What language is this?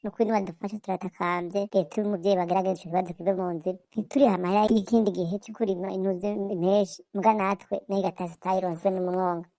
Rundi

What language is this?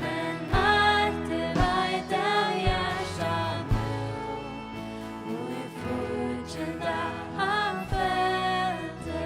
Faroese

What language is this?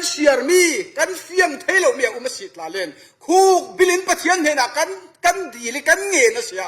Falam Chin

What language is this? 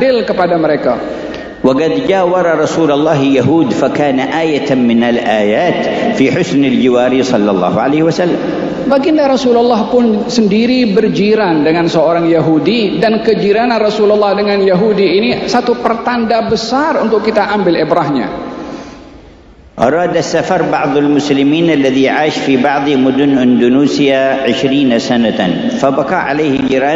Malay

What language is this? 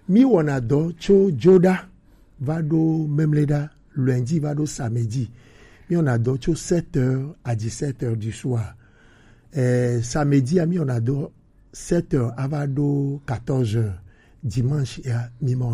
Gen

